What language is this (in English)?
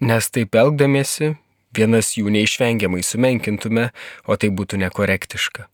Lithuanian